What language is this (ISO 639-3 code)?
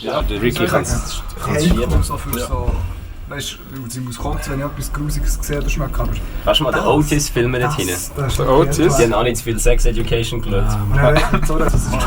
gsw